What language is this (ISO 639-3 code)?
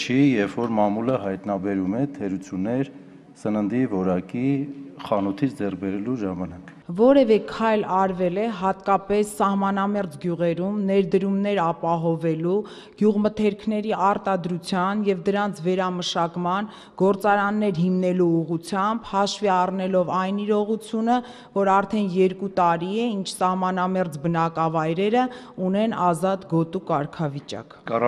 hye